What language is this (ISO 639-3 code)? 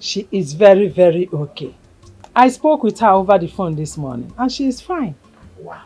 pcm